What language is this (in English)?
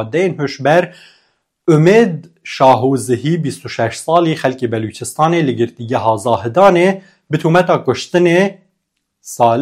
Kurdish